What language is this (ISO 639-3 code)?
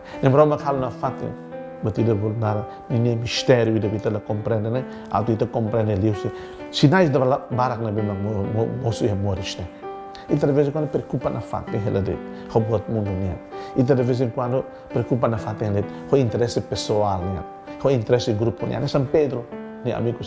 tet